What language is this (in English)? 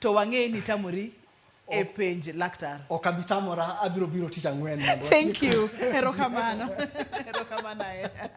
Luo (Kenya and Tanzania)